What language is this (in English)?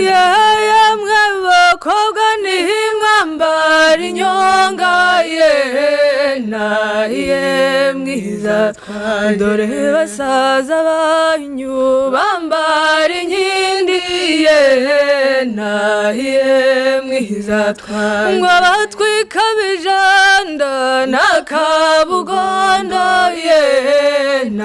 Kinyarwanda